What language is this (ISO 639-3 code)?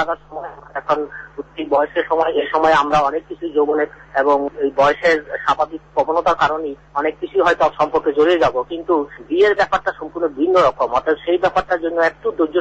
ben